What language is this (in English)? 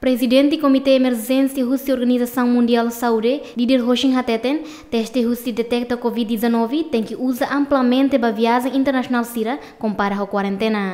Tetum